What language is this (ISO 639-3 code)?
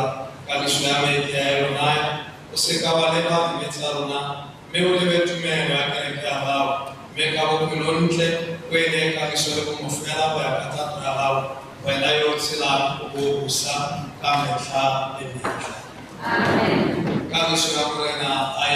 tsn